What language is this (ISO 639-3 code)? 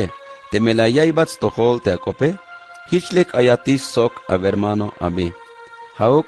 tzh